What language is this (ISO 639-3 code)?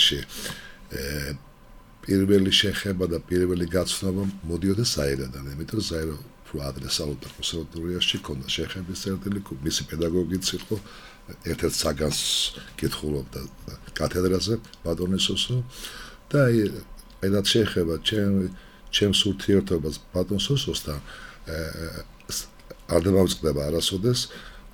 kat